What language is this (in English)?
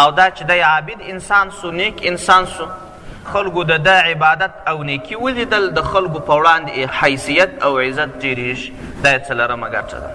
Pashto